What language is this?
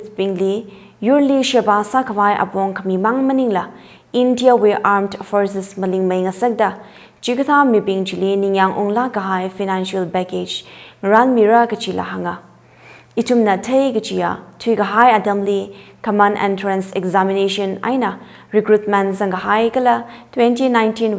Tangkhul Naga (India)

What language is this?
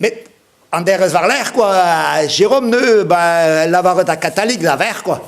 Breton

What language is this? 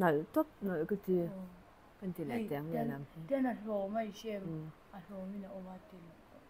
Mizo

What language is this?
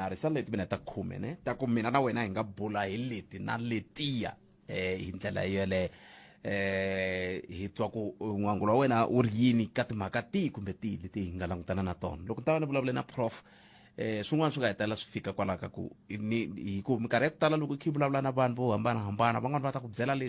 Tsonga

